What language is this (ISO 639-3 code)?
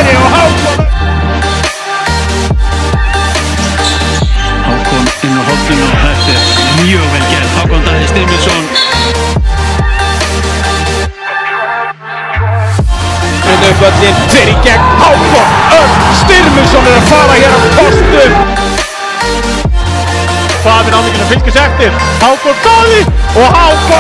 isl